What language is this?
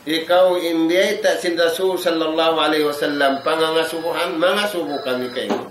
Tausug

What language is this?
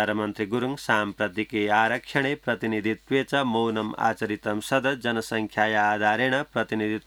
Sanskrit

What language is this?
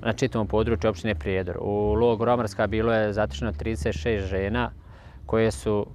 Bosnian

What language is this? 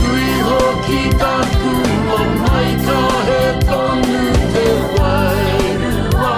Māori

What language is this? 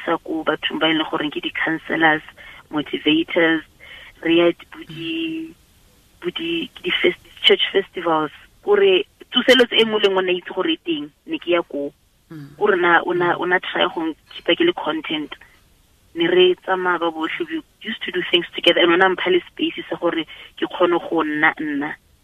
Tswana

